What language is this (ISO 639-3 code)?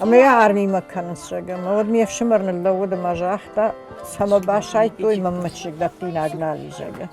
oss